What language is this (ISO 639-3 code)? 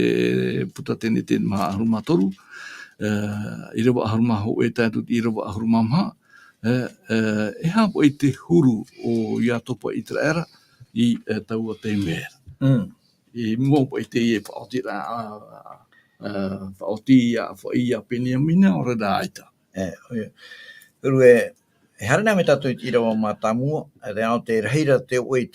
tah